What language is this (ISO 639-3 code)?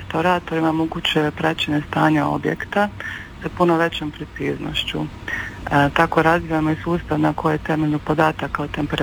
hrv